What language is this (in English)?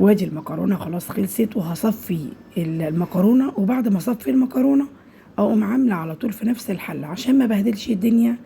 Egyptian Arabic